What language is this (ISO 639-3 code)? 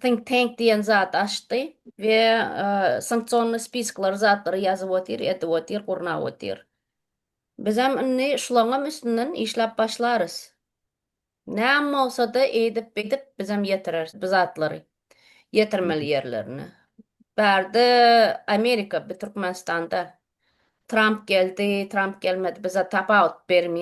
tuk